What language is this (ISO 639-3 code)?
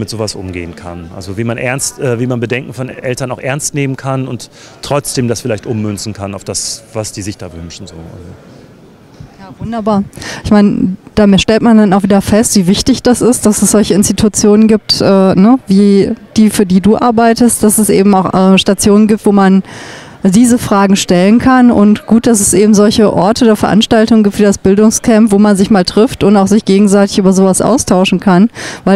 deu